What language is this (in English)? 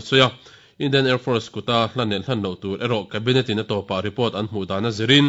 Mizo